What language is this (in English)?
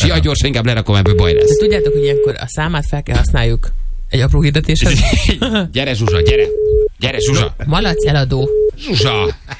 Hungarian